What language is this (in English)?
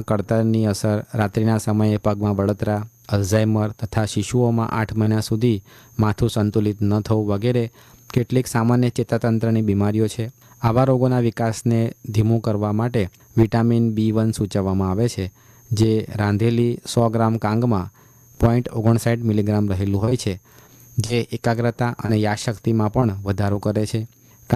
Gujarati